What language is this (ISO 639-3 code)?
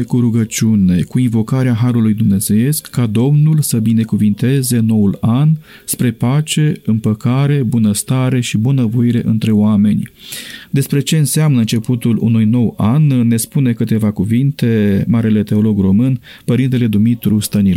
ron